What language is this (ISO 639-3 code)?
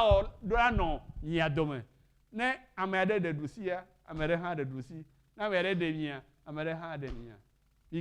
ewe